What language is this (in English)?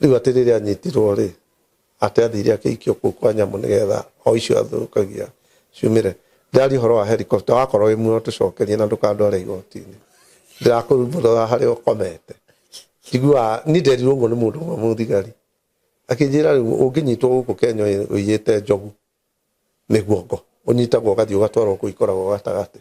Kikuyu